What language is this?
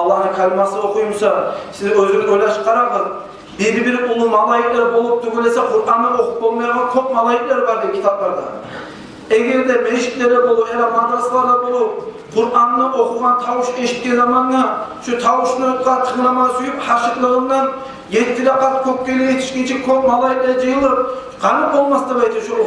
Kumyk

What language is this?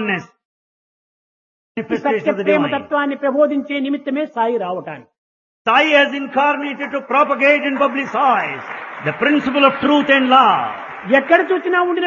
Telugu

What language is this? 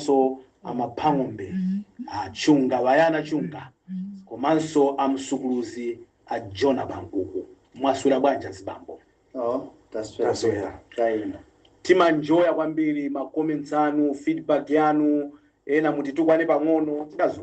Nyanja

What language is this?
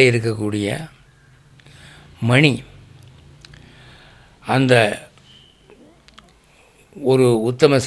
Tamil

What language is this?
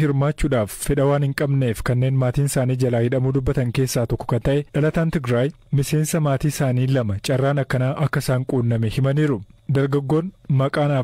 Oromo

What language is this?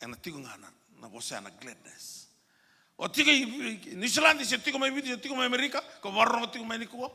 Fijian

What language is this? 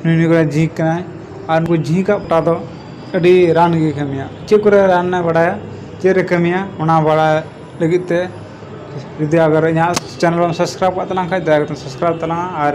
Santali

